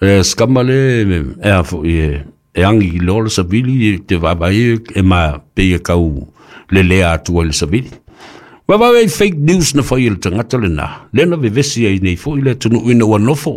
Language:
Samoan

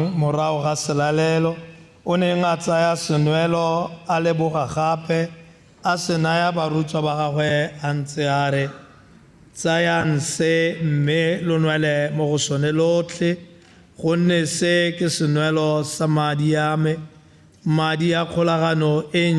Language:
Tswana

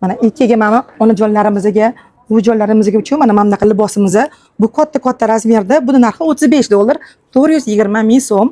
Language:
Uzbek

